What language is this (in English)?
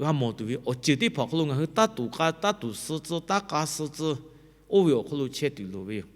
Lahu